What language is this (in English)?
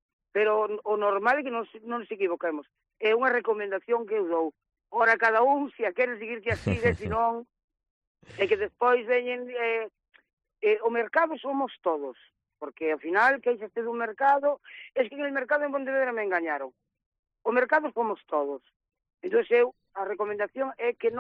Galician